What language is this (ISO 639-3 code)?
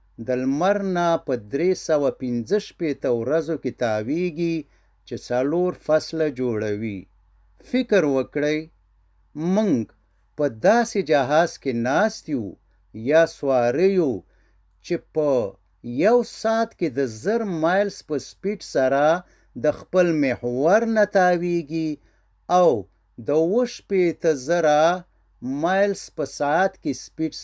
pus